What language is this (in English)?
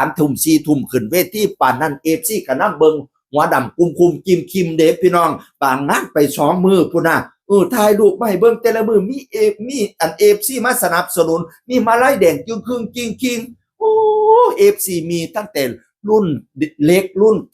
Northeastern Thai